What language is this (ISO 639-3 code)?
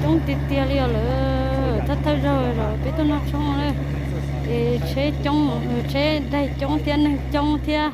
hmn